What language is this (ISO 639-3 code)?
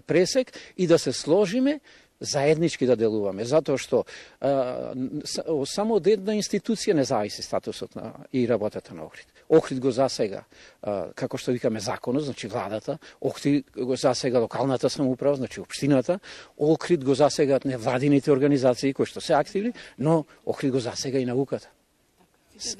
mkd